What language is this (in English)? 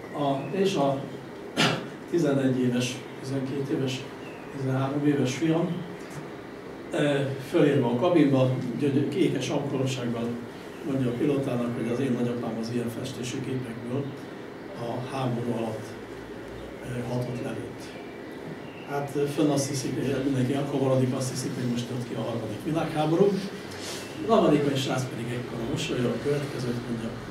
Hungarian